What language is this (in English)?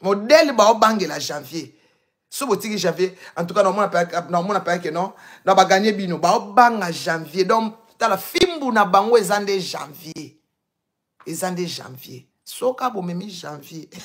Lingala